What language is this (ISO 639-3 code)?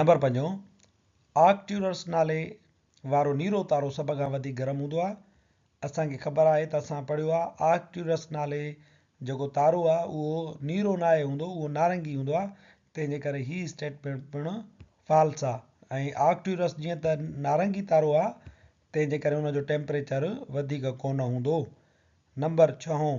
snd